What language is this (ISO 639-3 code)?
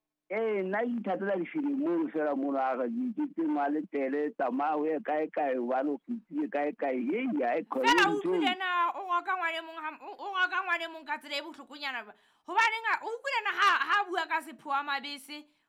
sot